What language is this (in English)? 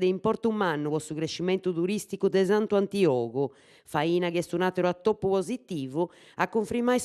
Sardinian